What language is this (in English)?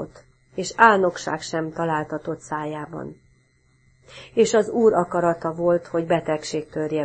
Hungarian